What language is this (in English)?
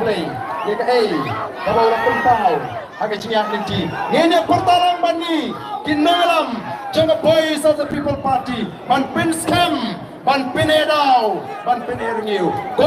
Khasi